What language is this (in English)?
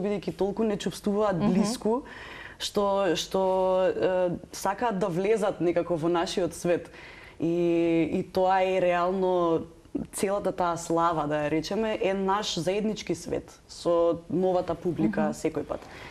Macedonian